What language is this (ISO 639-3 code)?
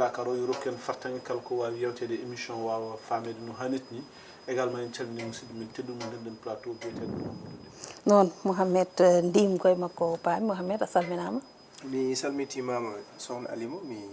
ful